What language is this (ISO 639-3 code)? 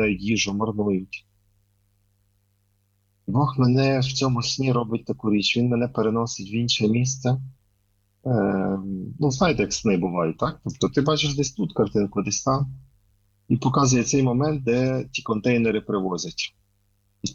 ukr